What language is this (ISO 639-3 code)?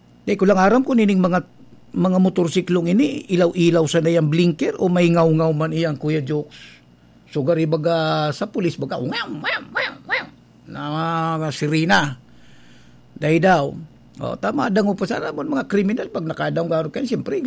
bik